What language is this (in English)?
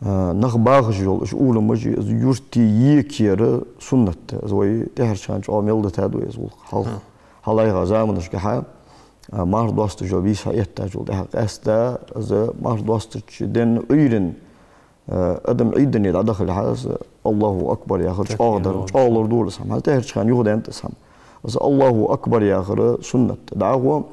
Ingush